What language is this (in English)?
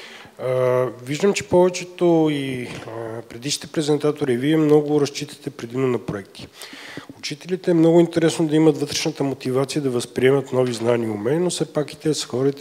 Bulgarian